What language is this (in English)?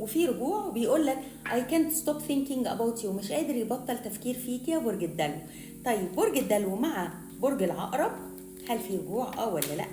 Egyptian Arabic